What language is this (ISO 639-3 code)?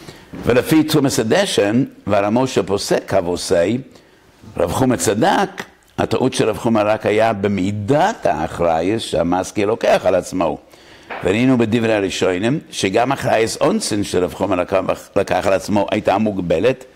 heb